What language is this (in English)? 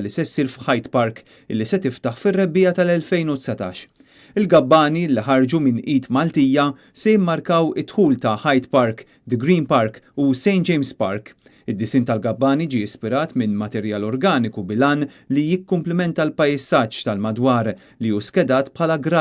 Maltese